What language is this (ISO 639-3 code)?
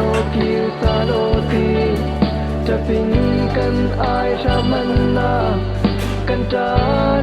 cfm